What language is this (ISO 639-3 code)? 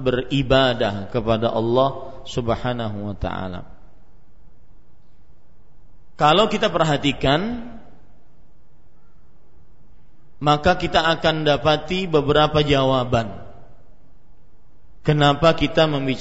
ind